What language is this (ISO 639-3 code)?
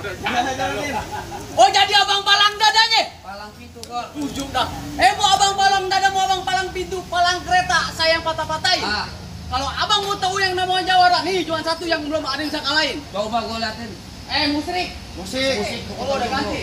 bew